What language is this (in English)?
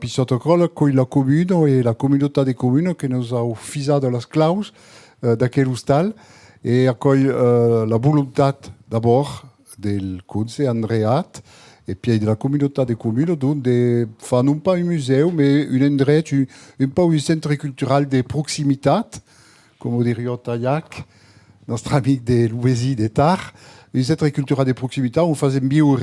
Occitan